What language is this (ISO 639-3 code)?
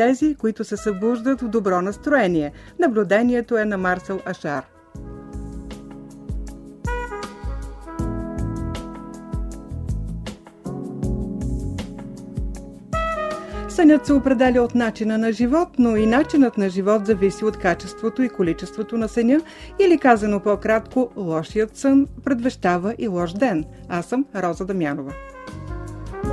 bul